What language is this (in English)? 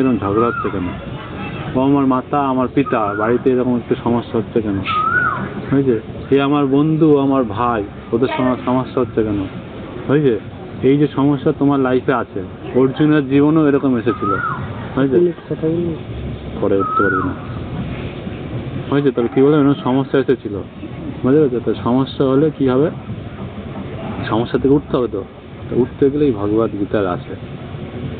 Bangla